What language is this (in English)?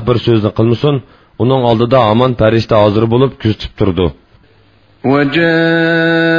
Uyghur